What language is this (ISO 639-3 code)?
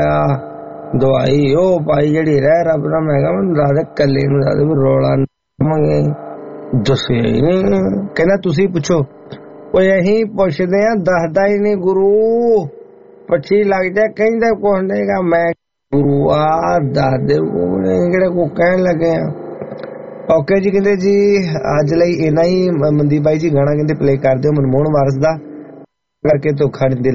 pan